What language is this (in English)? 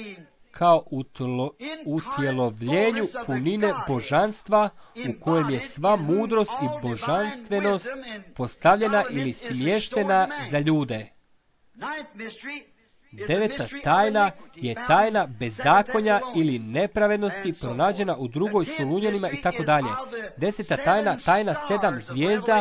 Croatian